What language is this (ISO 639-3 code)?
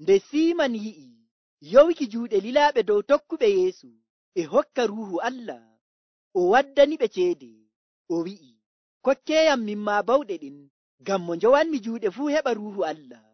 fuv